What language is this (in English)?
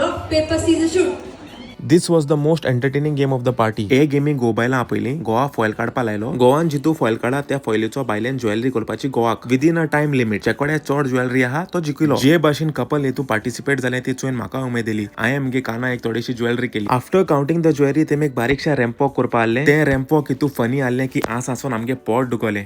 Konkani